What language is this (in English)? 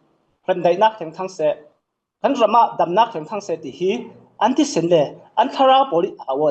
Falam Chin